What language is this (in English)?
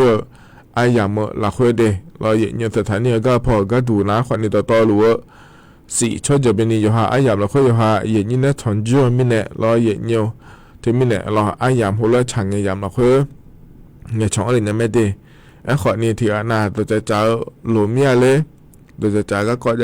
Akha